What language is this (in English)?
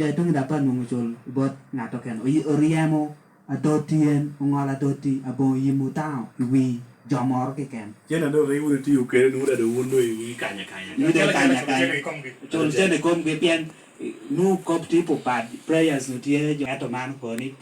Lango (Uganda)